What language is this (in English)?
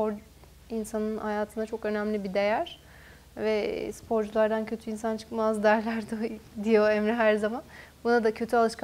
Turkish